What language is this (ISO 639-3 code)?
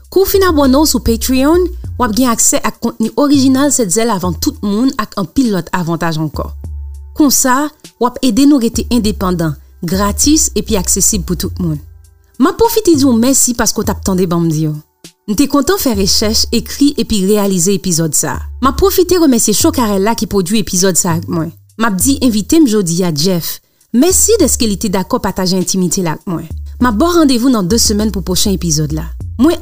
hat